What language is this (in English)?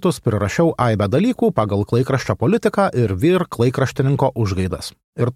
Lithuanian